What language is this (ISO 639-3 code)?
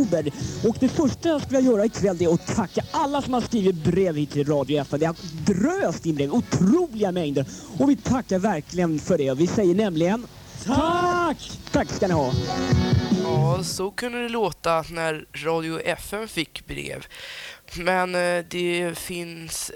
swe